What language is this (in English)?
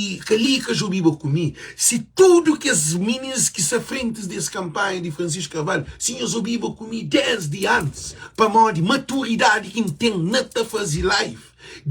Kabuverdianu